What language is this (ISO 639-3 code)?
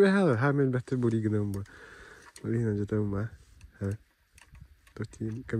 sah